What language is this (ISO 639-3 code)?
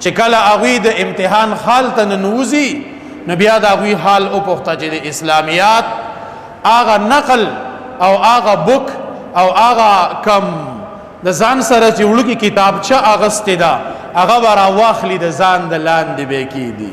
pus